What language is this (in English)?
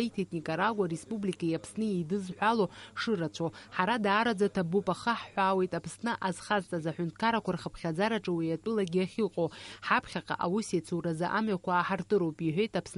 Abkhazian